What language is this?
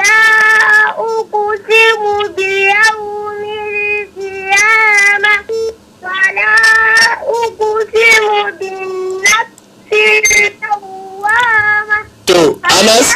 Hausa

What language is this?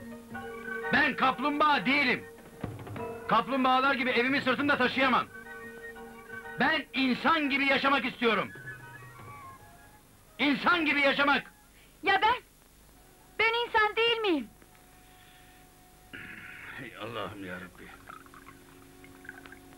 Turkish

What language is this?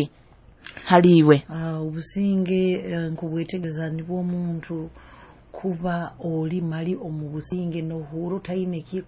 Nyoro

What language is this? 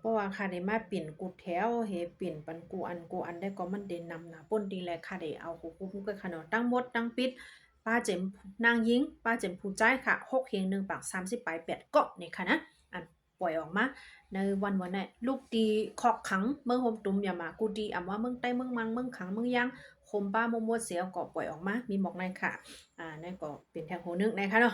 Shan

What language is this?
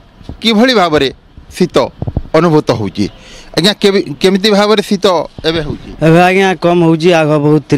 Odia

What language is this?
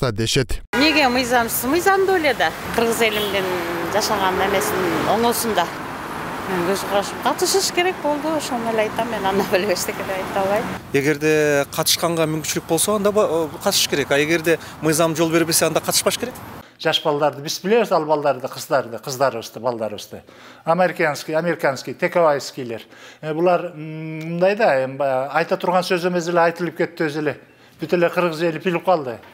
Kyrgyz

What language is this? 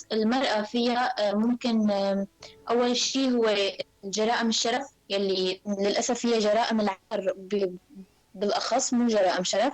North Levantine Arabic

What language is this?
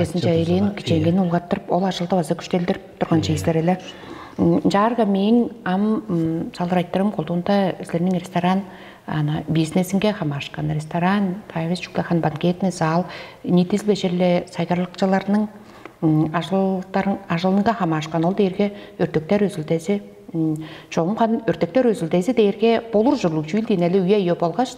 Tuvinian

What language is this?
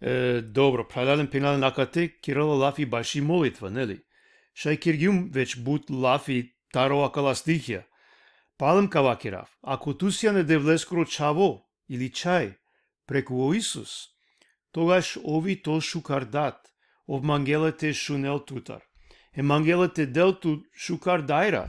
Balkan Romani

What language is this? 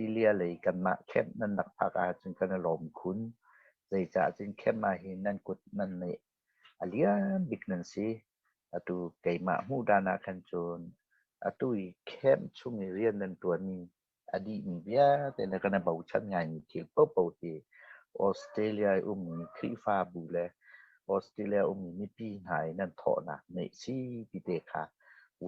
Hakha Chin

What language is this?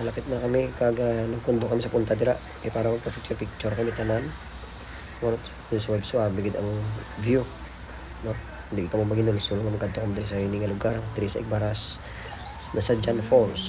Hiligaynon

